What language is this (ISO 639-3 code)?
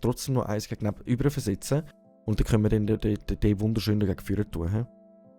gsw